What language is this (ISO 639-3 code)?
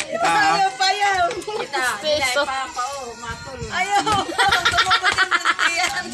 war